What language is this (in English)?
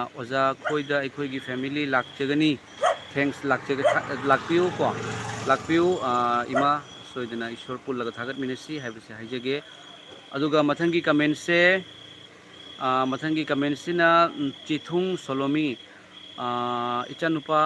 Manipuri